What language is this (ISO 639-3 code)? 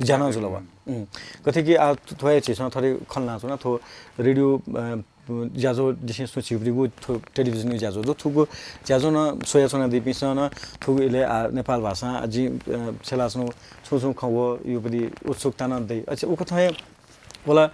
new